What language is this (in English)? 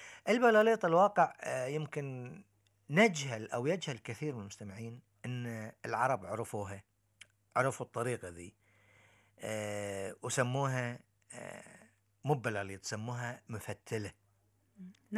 Gulf Arabic